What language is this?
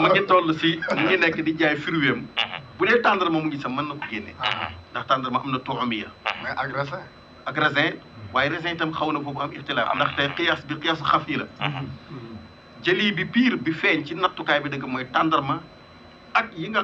Wolof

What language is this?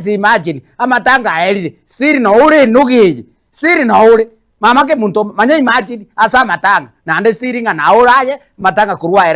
Gusii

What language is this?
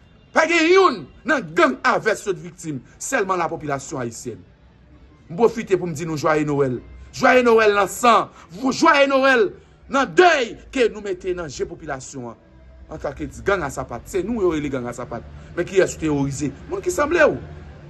Haitian Creole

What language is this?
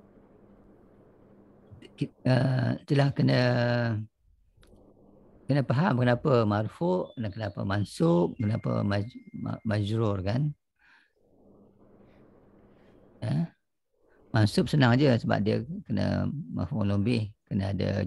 Malay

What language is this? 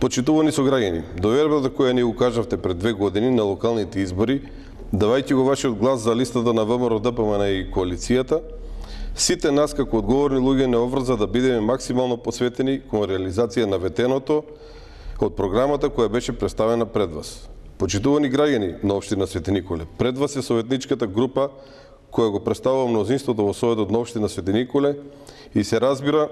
Macedonian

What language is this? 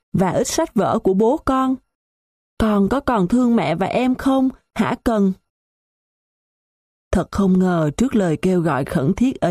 Vietnamese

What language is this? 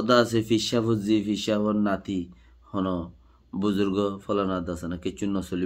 Rohingya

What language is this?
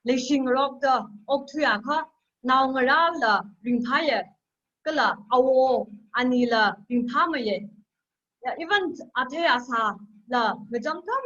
Tangkhul Naga (India)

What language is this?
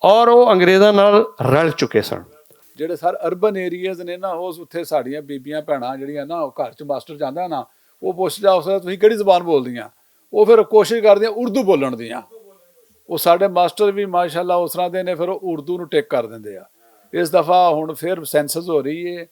Western Panjabi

